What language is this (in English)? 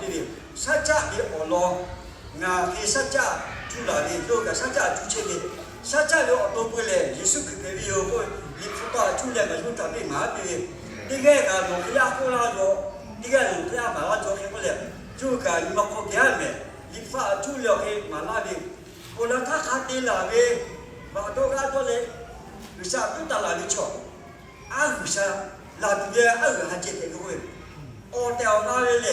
Lahu